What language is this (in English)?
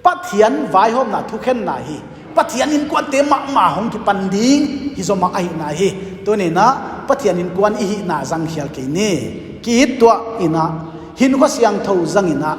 Paite Chin